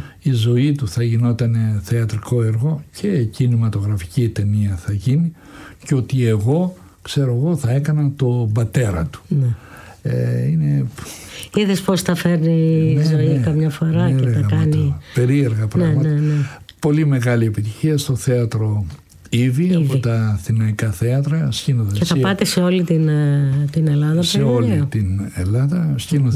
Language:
Greek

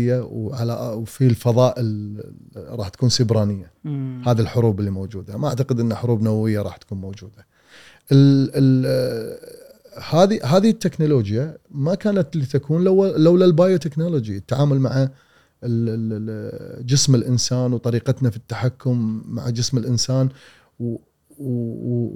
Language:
Gulf Arabic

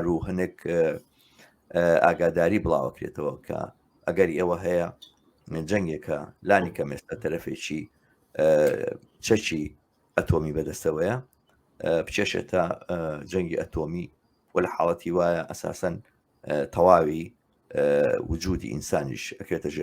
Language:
Central Kurdish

